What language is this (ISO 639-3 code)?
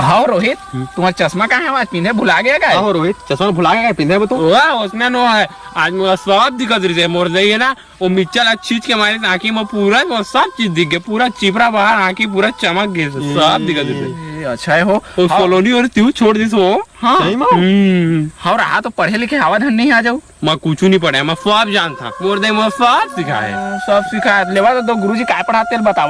hne